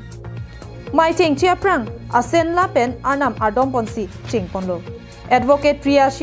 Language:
Karbi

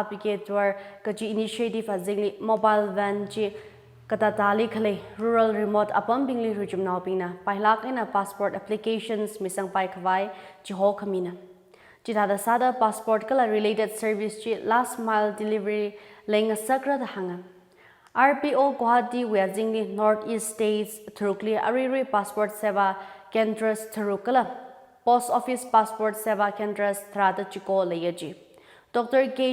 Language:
Tangkhul Naga (India)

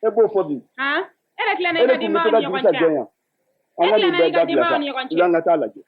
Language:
Bambara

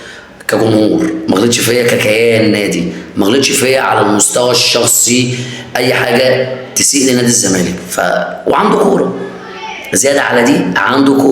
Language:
Egyptian Arabic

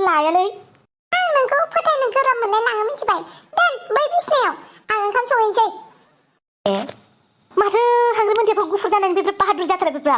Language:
Bodo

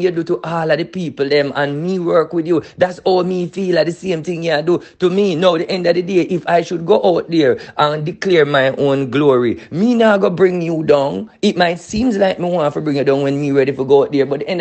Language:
Jamaican Creole English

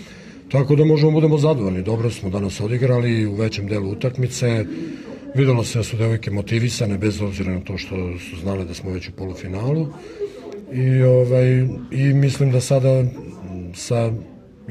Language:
Serbian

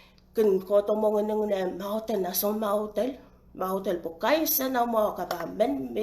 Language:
Pohnpeian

